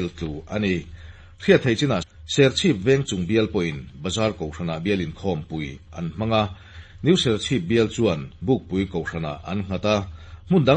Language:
Mizo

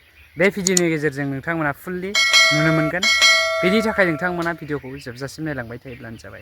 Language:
Bodo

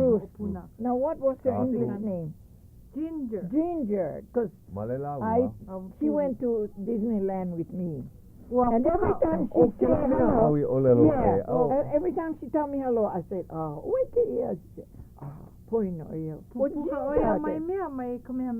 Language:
Hawaiian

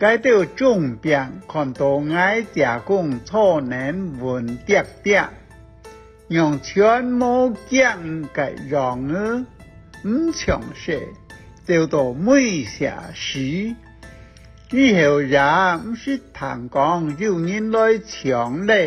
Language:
Hakka Chinese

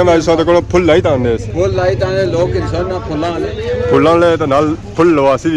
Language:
Pahari-Potwari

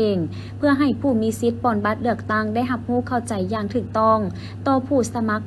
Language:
Lao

